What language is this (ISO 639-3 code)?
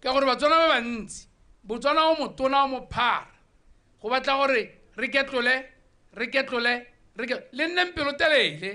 tsn